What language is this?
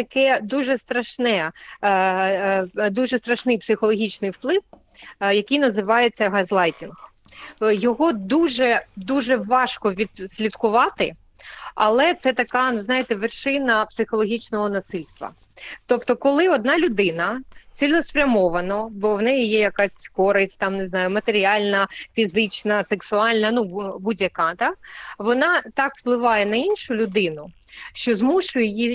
Ukrainian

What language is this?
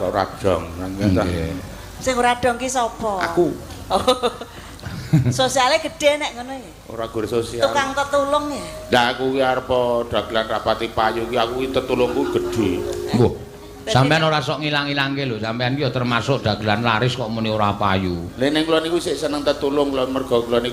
Javanese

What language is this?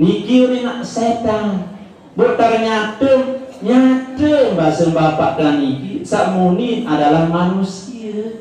Sasak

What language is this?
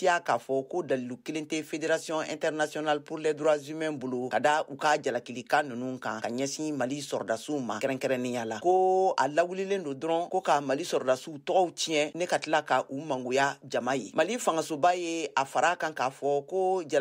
Bambara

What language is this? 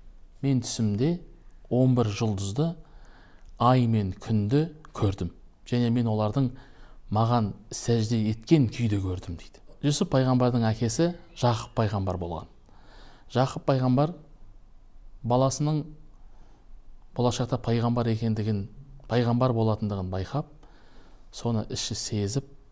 Kazakh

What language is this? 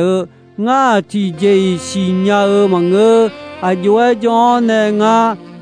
Akha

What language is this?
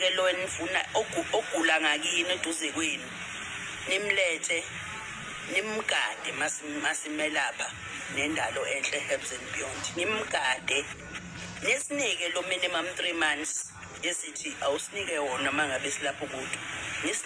Zulu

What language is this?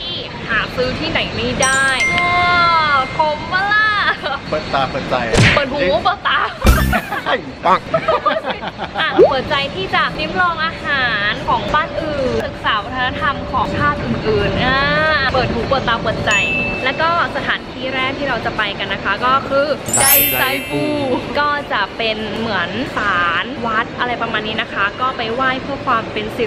Thai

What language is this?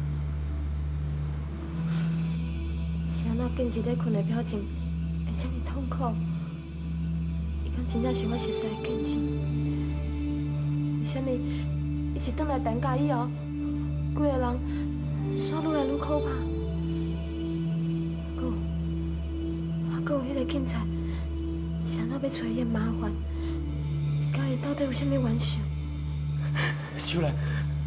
Min Nan Chinese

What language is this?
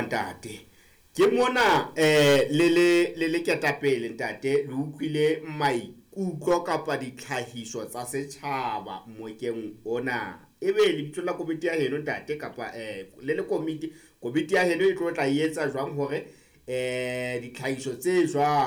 Southern Sotho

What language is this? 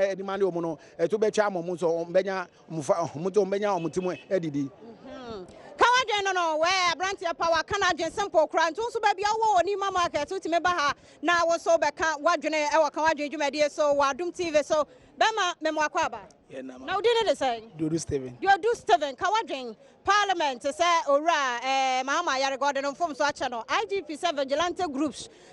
Akan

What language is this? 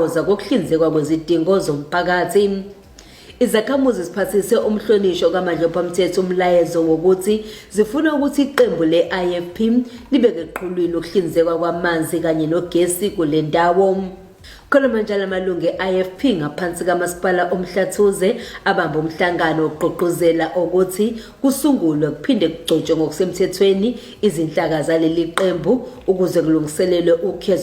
Zulu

